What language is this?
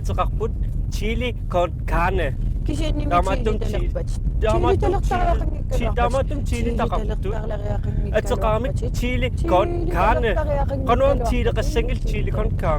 Kalaallisut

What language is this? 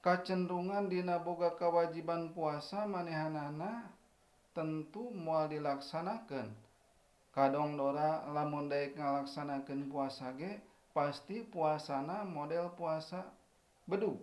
Sundanese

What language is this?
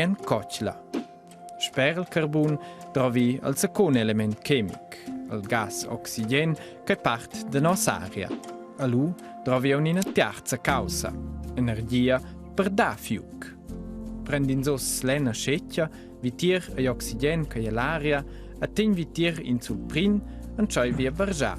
Romansh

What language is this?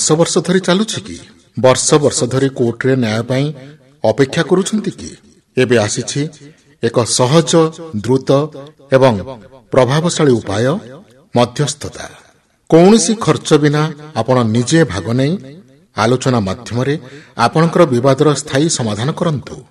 Odia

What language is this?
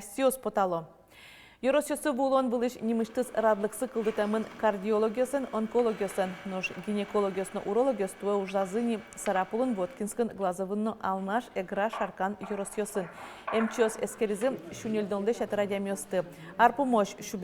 Udmurt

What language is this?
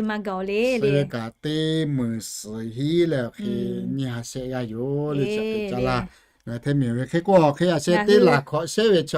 Lahu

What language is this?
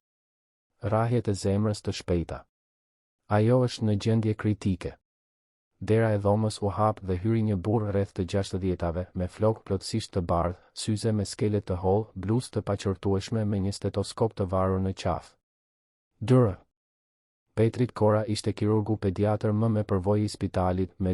Albanian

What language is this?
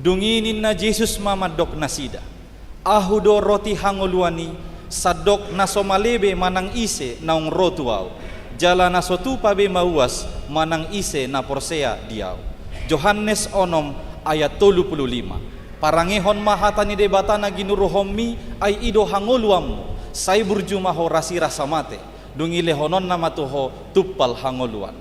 Batak Toba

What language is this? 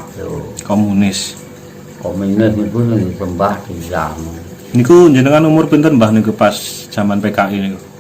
Javanese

